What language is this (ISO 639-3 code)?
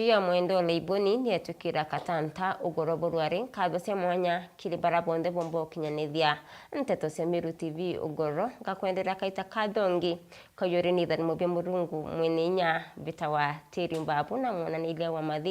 mer